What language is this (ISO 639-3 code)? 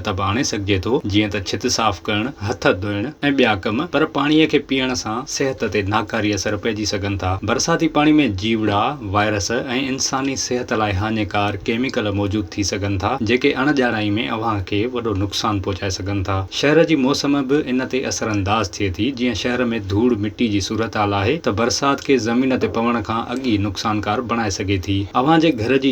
snd